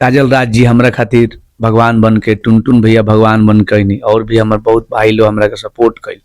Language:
Bhojpuri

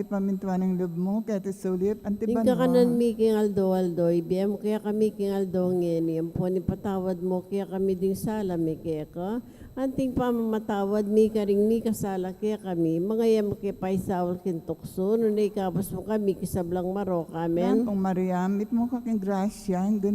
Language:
Pampanga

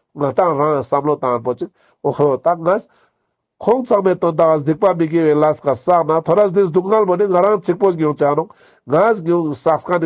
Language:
Ladakhi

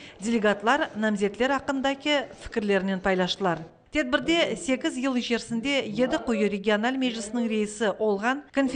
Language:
Crimean Tatar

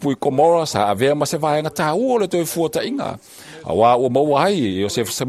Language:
Samoan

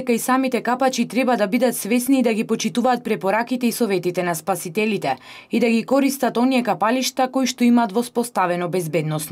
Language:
Macedonian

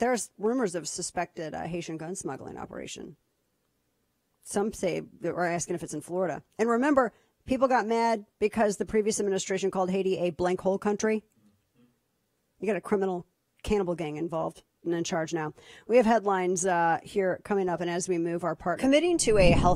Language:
English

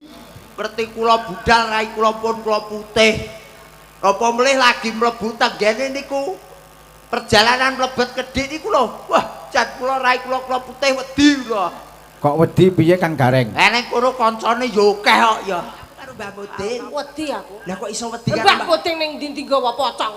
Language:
Javanese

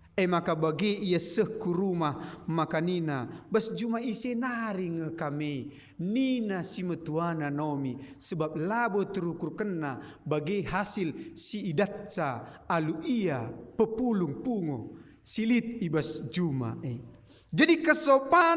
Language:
Batak Karo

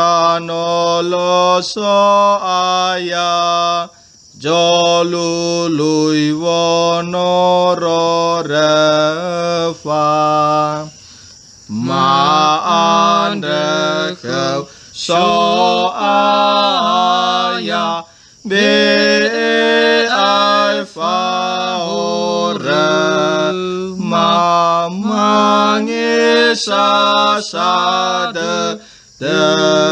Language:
Nias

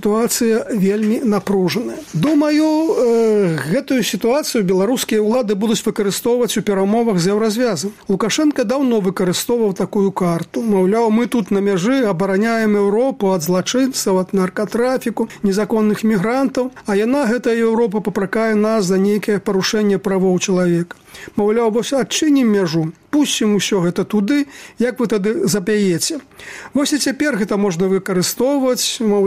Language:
Belarusian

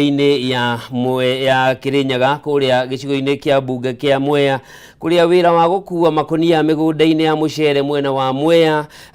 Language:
Kikuyu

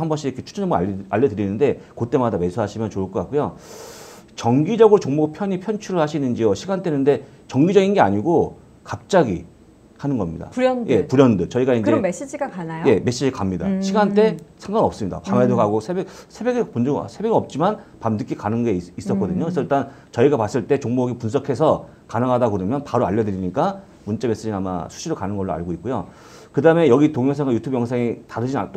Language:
Korean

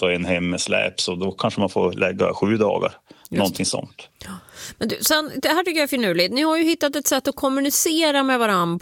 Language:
Swedish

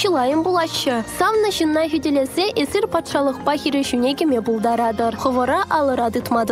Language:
Chuvash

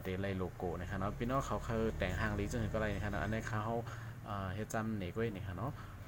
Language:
Shan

